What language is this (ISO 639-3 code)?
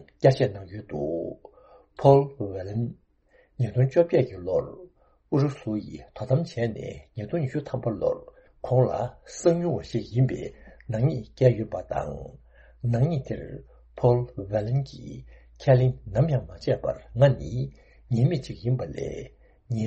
bod